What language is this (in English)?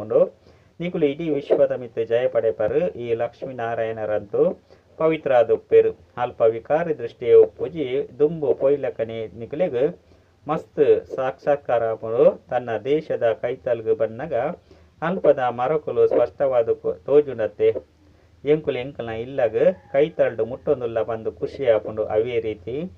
Tulu